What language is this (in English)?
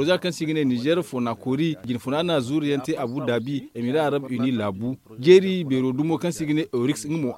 Zarma